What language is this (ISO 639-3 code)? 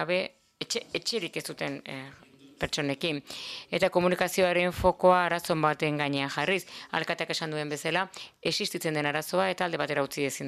eus